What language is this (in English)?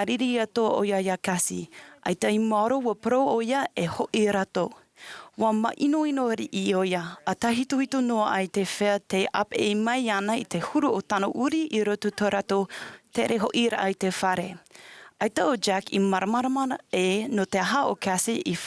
Tahitian